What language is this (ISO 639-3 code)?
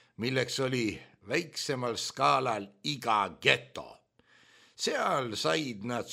est